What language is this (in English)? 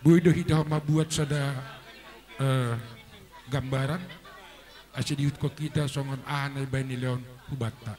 Batak Simalungun